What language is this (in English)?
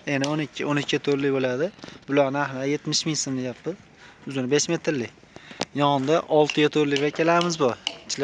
Uzbek